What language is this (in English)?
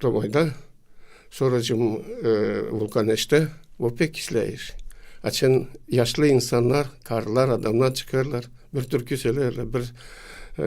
Gagauz